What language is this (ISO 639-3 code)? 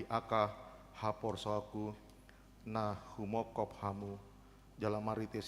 bbc